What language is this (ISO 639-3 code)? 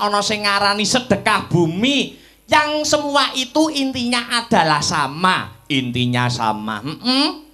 jav